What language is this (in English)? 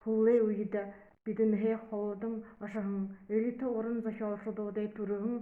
Buriat